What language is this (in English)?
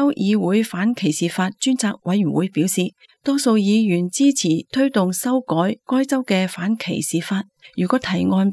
Cantonese